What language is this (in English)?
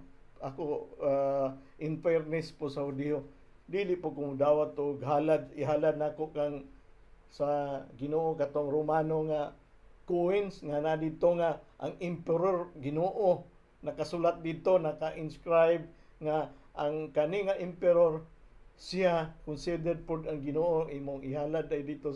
Cebuano